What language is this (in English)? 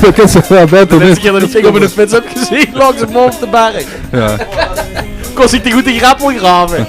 Limburgish